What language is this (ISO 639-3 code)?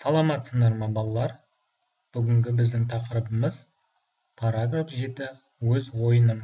kaz